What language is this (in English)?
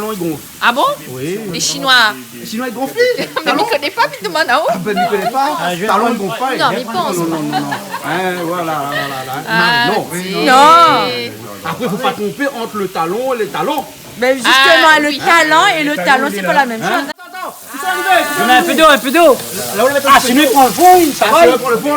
Réunion Creole French